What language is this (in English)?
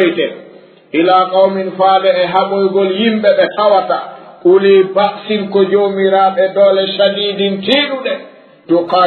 Fula